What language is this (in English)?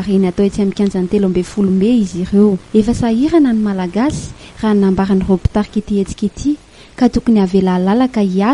Malagasy